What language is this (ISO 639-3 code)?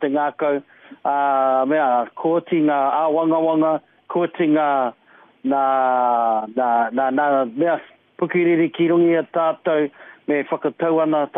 mri